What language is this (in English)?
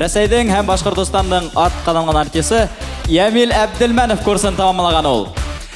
Bashkir